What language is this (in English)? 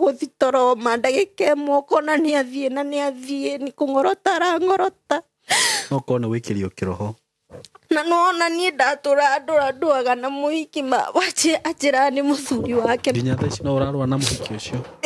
Kikuyu